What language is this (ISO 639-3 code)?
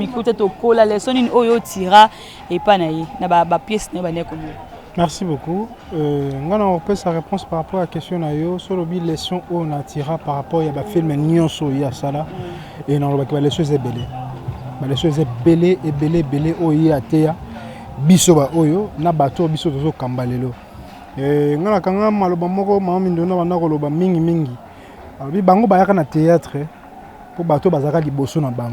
lin